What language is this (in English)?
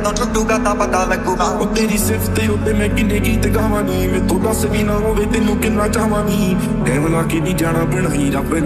Punjabi